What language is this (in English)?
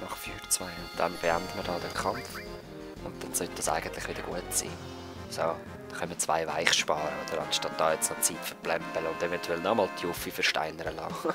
Swiss German